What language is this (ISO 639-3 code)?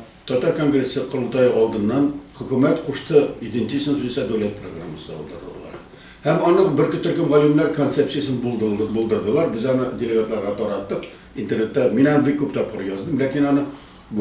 tat